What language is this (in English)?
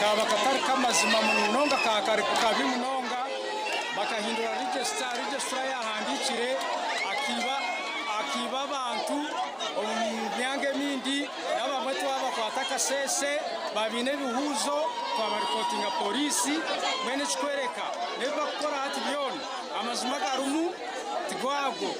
Nyankole